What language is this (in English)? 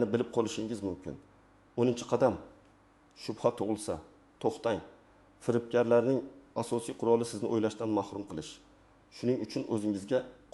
Uzbek